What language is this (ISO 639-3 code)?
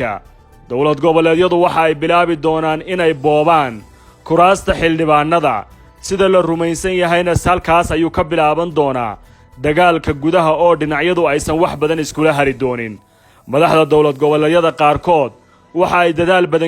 som